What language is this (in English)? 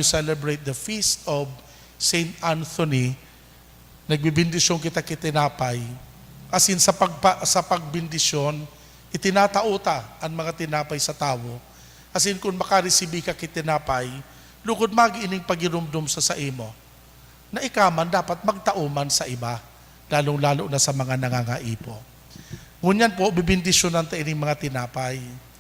Bikol